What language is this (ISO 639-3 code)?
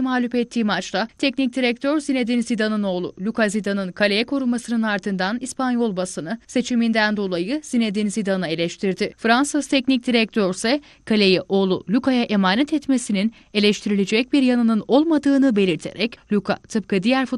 tur